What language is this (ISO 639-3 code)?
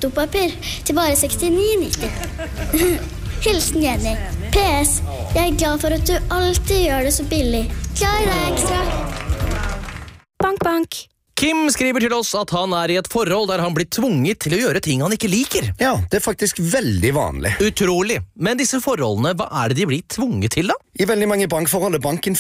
nor